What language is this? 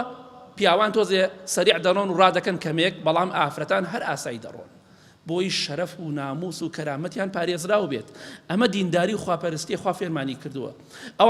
Central Kurdish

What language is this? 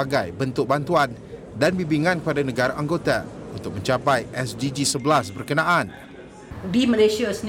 Malay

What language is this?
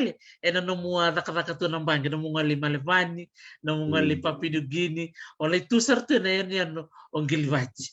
Fijian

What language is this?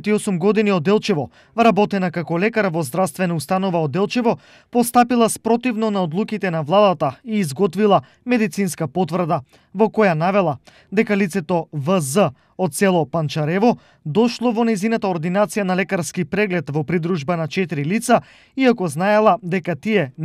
Macedonian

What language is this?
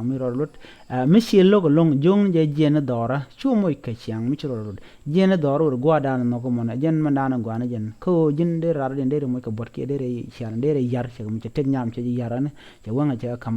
Nuer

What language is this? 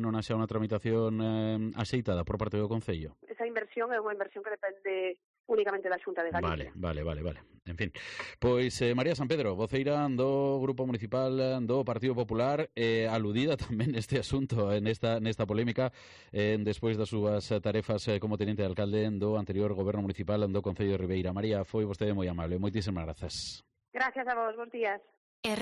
Galician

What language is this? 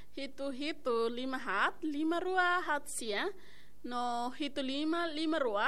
Tetum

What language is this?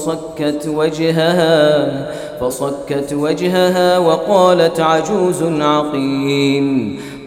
Arabic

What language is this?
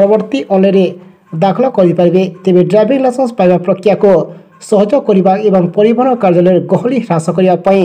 Odia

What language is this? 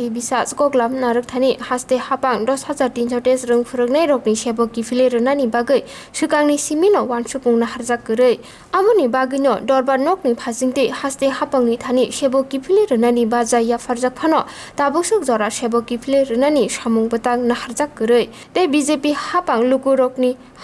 Kok Borok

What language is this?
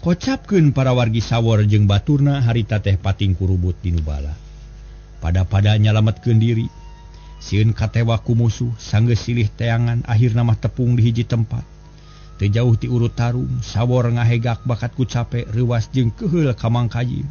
Sundanese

